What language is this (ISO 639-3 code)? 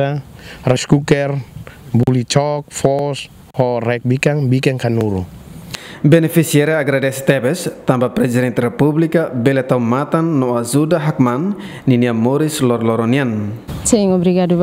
tet